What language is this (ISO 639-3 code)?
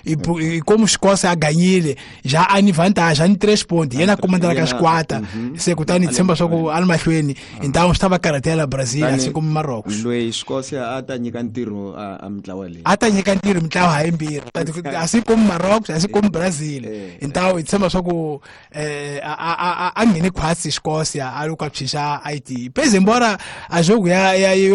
tso